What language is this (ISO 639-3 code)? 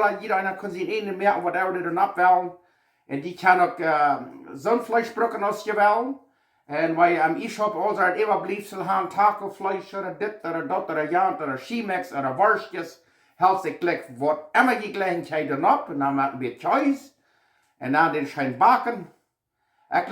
pdt